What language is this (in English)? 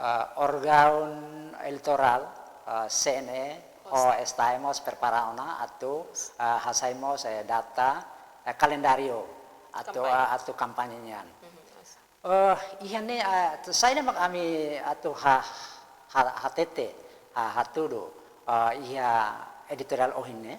Tetum